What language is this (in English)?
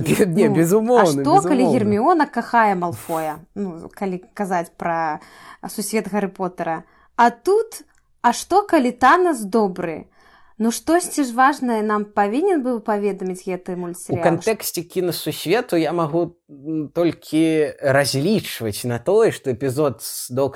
Belarusian